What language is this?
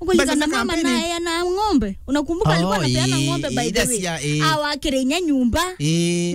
Meru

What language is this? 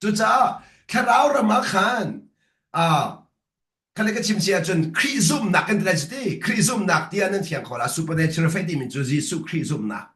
Hakha Chin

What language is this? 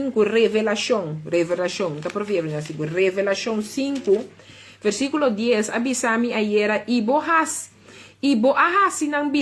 Papiamento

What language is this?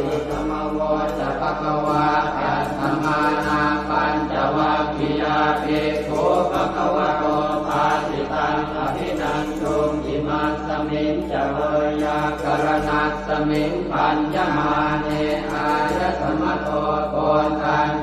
Pali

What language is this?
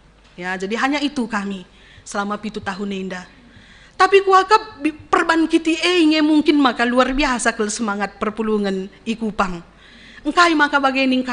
Batak Karo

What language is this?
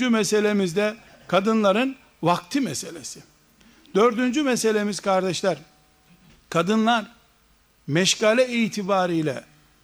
Turkish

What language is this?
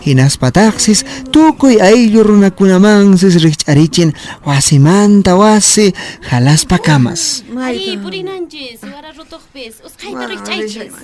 Quechua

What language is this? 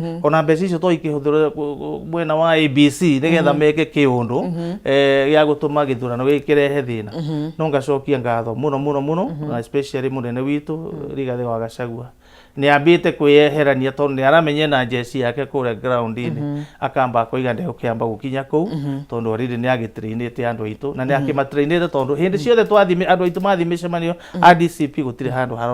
Kikuyu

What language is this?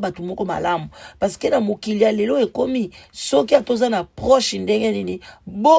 Lingala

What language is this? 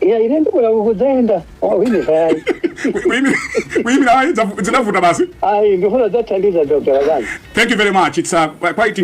Nyanja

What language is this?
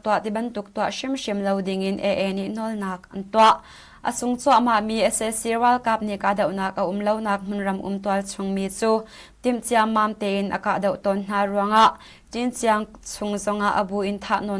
Hakha Chin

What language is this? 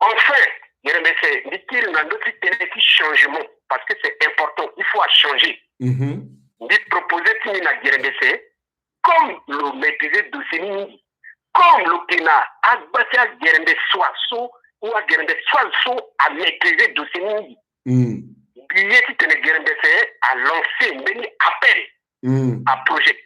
Sango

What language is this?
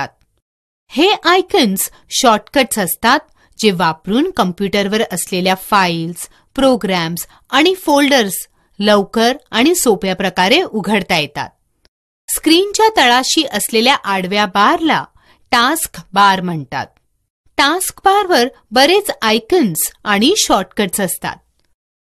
Marathi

